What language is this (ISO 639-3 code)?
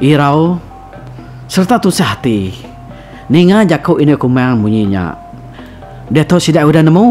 iba